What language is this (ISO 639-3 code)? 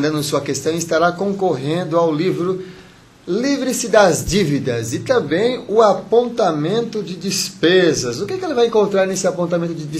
por